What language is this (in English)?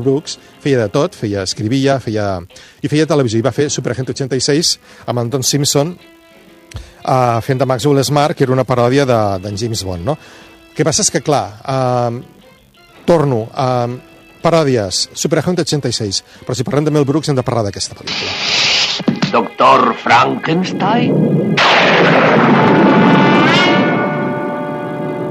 Catalan